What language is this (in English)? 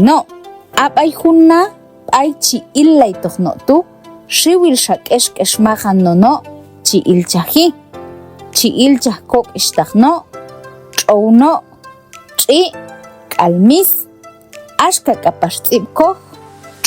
Q'anjob'al